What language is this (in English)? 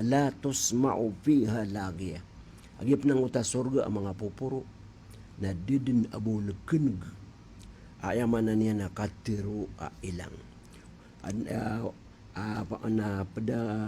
Maranao